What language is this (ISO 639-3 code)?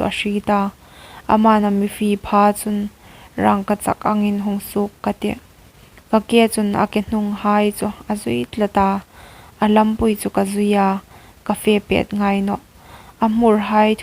hmr